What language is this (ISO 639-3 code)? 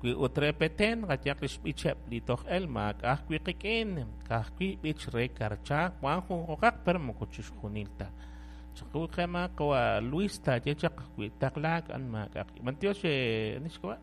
kek